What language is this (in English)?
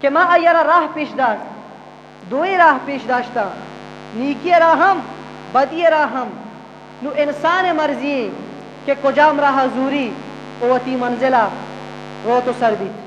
Eastern Balochi